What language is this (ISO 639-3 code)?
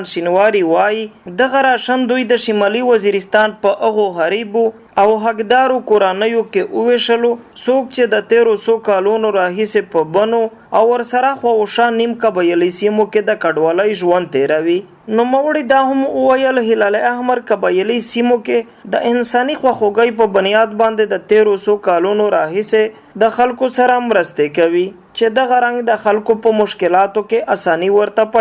pus